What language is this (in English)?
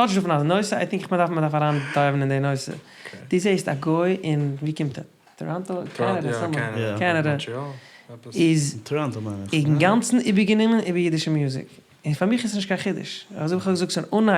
Yiddish